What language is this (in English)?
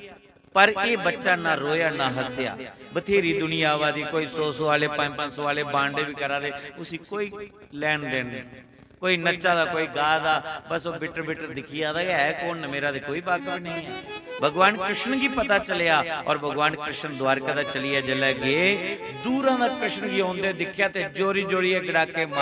Dogri